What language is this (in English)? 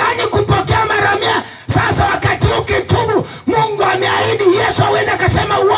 Swahili